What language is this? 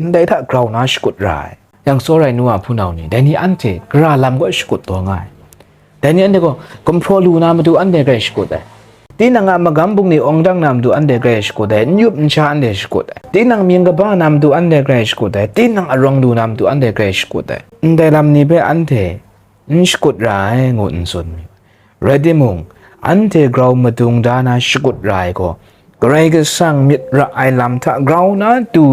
Kachin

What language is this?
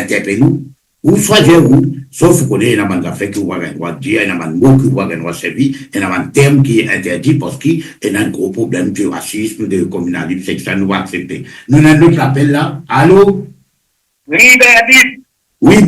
Morisyen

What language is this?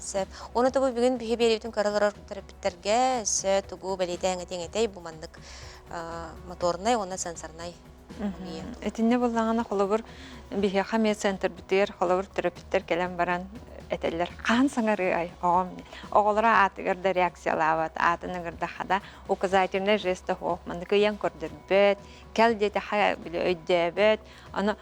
Yakut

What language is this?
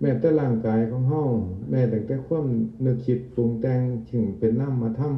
Northeastern Thai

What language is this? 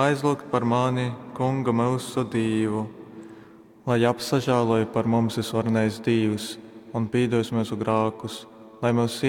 Latgalian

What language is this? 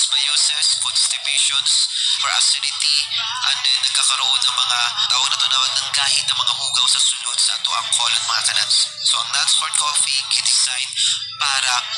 Cebuano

